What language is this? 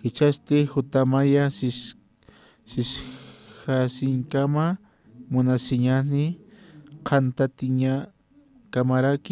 Aymara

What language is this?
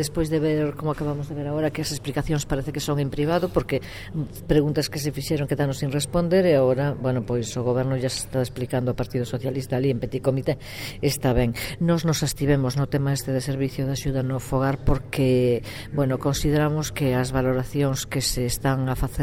Galician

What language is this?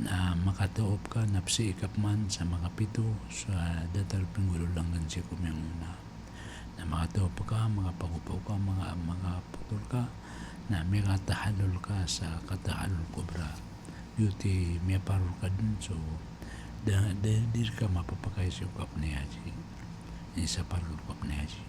Maranao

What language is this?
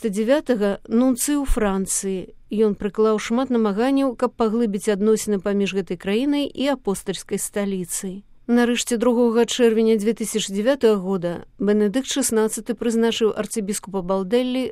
Belarusian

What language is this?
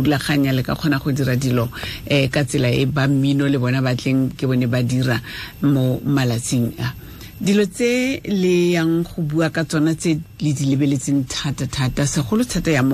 Tswana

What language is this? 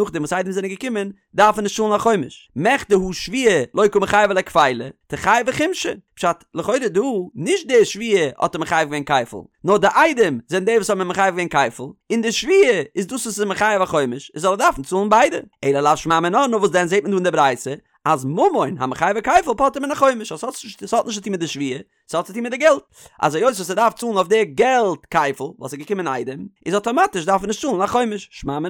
Yiddish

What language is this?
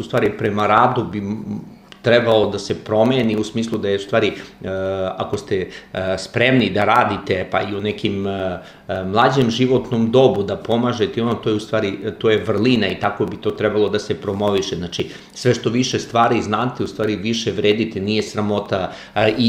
Serbian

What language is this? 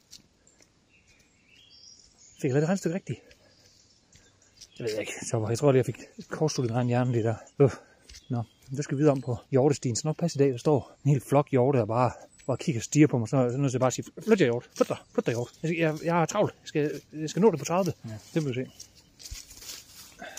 Danish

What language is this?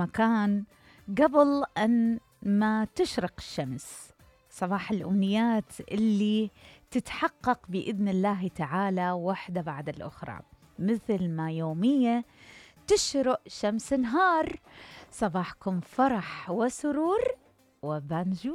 Mesopotamian Arabic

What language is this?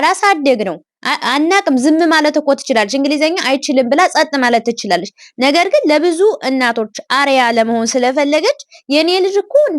Amharic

